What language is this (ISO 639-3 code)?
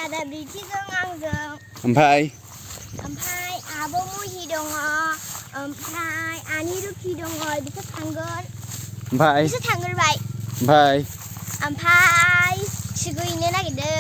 brx